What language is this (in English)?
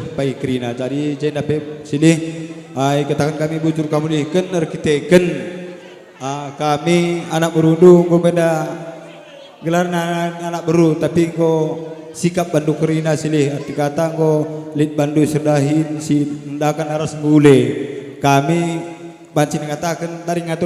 Batak Karo